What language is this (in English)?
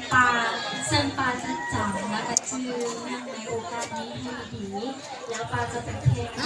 Hmong